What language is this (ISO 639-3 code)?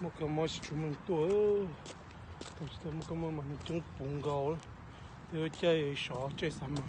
hmn